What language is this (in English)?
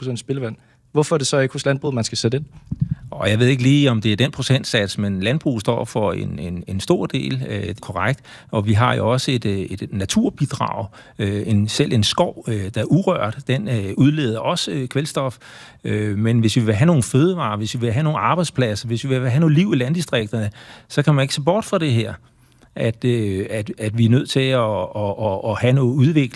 Danish